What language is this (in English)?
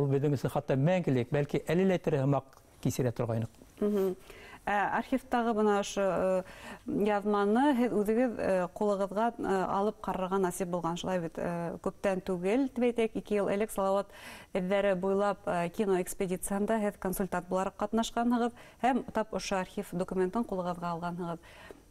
Bashkir